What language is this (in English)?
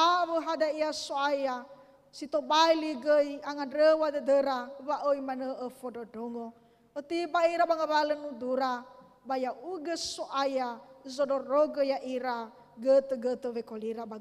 Nias